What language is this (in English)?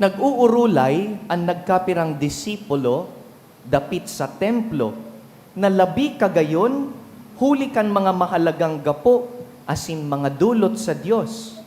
Bikol